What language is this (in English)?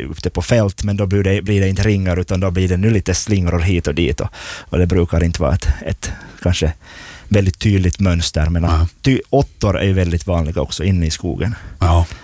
Swedish